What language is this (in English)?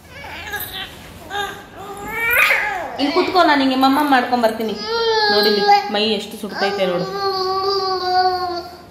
Kannada